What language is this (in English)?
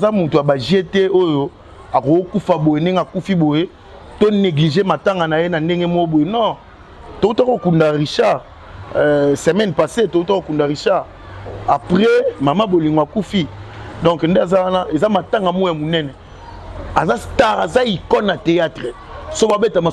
Lingala